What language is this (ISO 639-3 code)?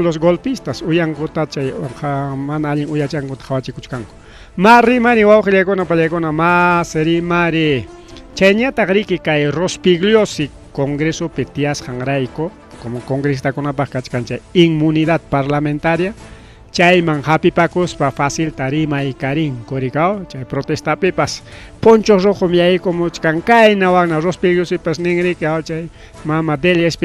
quy